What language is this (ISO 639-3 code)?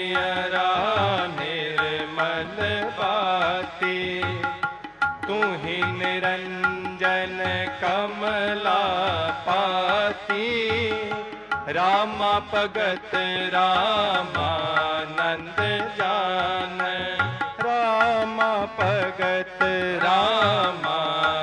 hin